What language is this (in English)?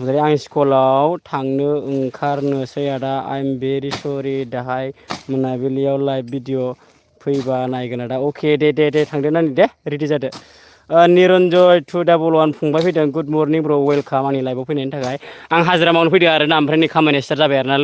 Bodo